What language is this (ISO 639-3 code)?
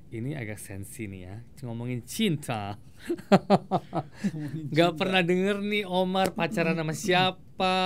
ind